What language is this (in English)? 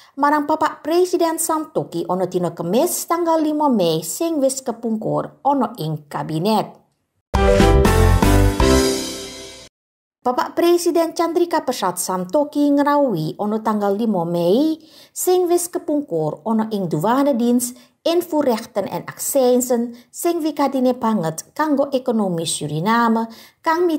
Caribbean Javanese